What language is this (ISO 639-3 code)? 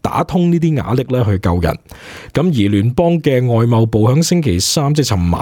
yue